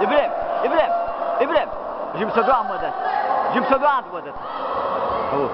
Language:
Chechen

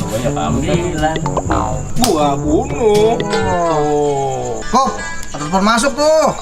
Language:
Betawi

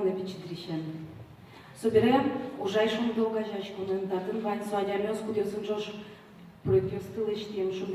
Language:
Udmurt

